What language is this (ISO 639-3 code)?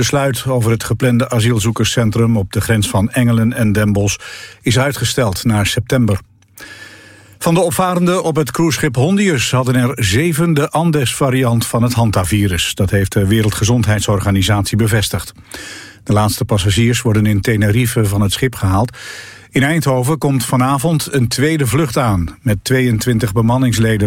nld